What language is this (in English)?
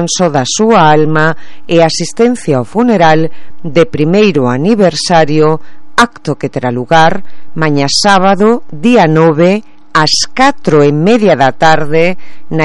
Galician